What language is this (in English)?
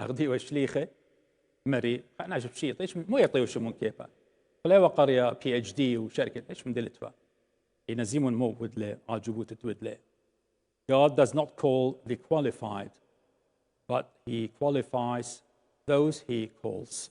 Assyrian Neo-Aramaic